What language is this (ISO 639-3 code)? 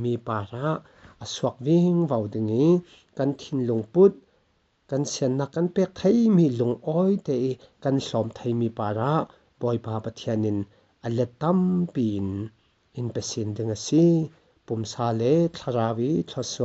cfm